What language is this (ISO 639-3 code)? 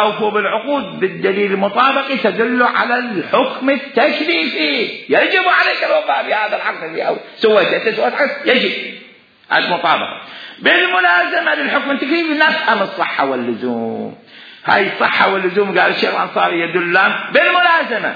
acm